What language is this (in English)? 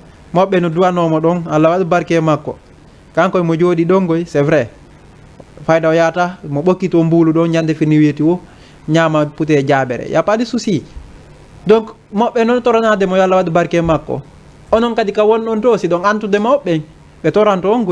Fula